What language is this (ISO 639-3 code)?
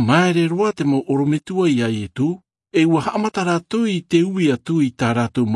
tah